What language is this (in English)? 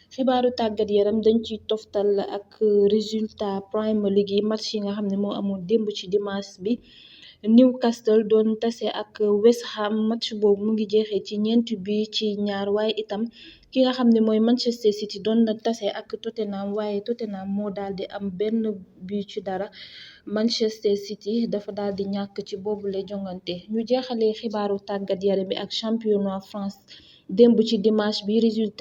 Wolof